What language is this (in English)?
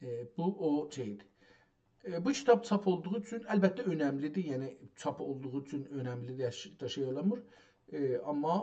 South Azerbaijani